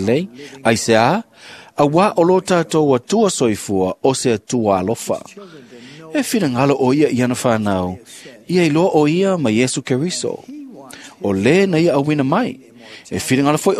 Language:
Samoan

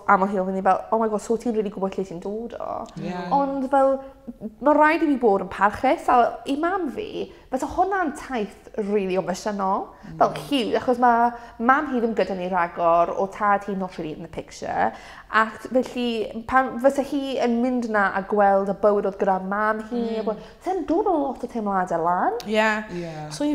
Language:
Welsh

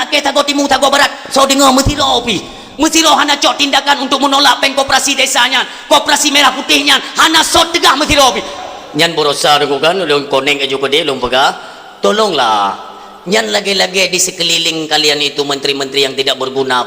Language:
Achinese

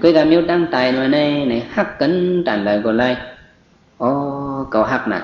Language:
Shan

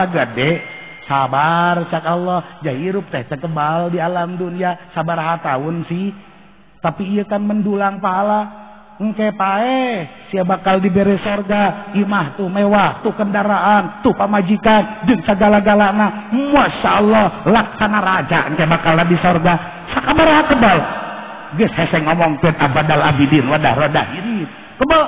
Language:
Sundanese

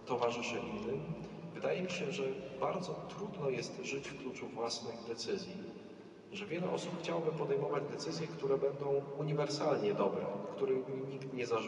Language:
Polish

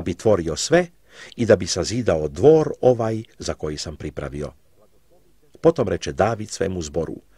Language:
Croatian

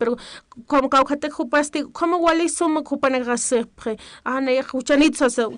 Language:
Aymara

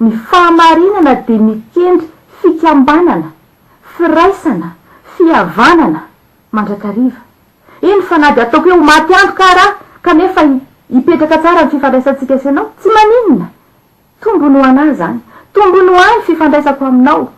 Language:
Malagasy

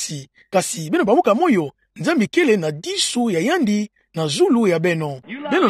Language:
Kituba (Democratic Republic of Congo)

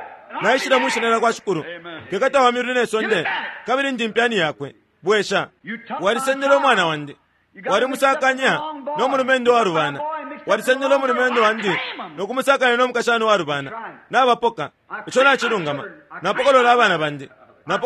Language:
Bemba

